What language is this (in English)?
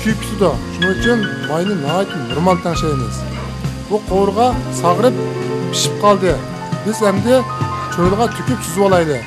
Uyghur